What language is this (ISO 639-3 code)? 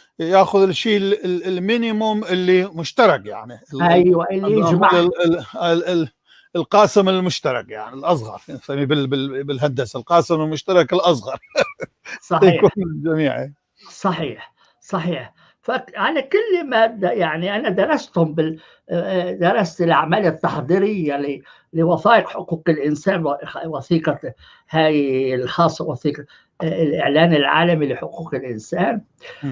apc